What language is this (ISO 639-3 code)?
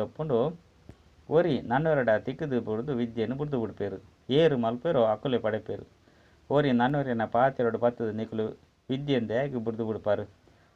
tcy